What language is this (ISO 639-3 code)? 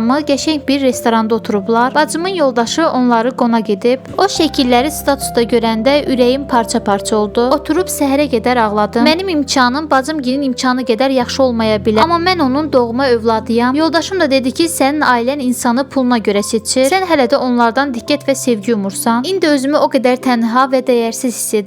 aze